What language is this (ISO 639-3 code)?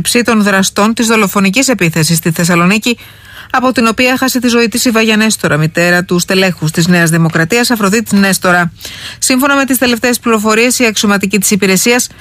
ell